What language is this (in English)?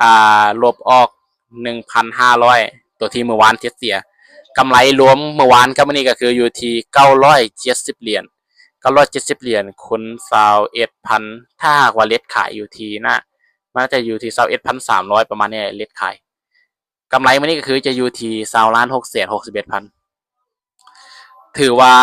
Lao